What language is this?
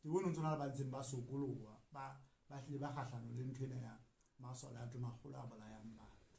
Southern Sotho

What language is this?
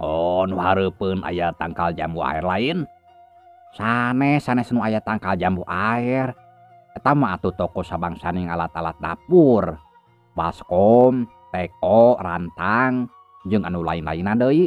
Sundanese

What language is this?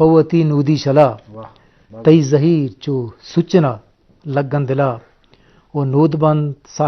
Eastern Balochi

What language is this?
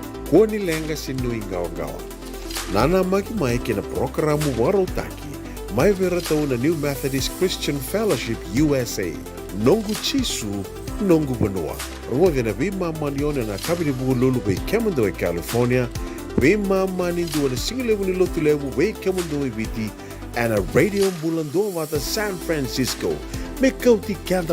Fijian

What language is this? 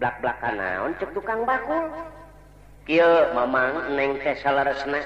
Sundanese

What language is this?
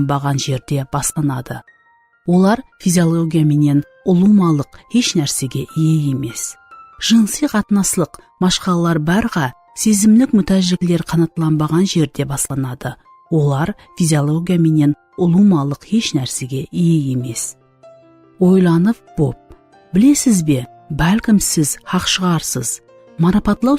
Kara-Kalpak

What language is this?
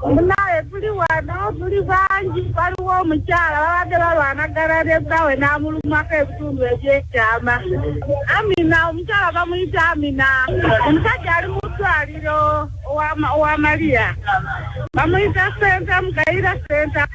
Ganda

